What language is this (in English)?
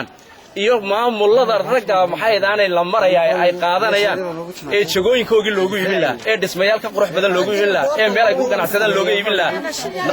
Somali